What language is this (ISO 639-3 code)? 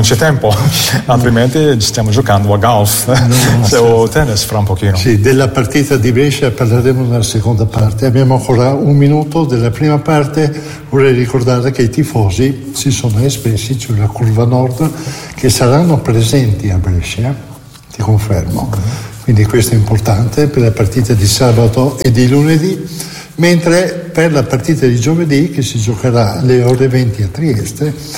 ita